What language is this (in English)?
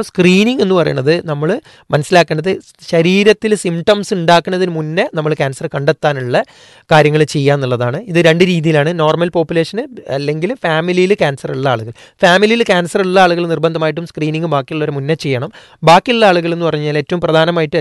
Malayalam